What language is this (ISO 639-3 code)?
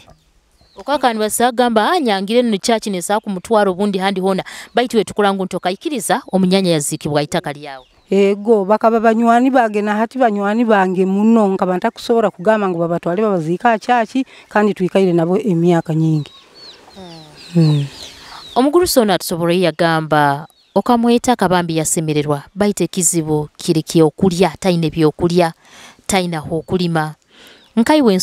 nyo